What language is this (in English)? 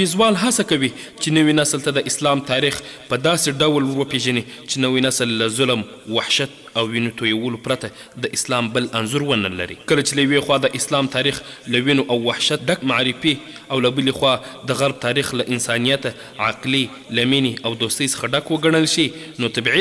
Pashto